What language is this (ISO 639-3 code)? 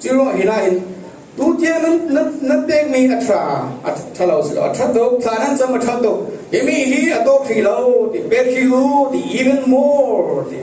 cfm